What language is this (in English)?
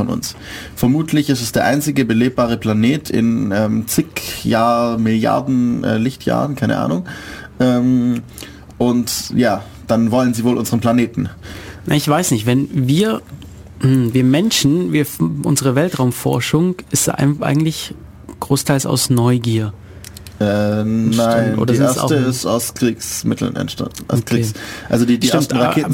German